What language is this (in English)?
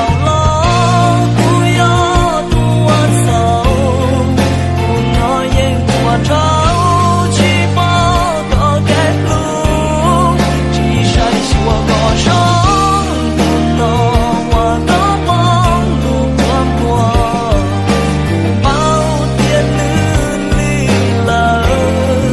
Hmong